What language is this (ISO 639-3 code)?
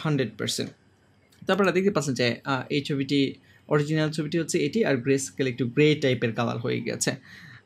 ben